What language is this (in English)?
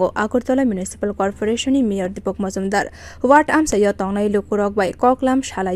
Kok Borok